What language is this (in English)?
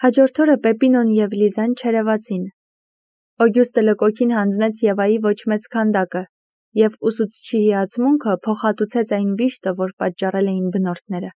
Armenian